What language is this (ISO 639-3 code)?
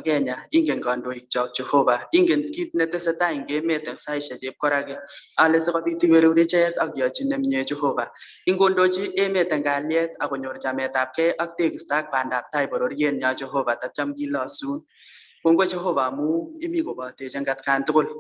kln